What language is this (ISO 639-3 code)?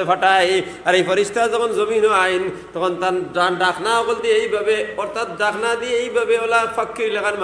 syl